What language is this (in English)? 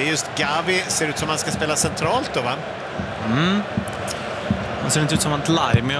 Swedish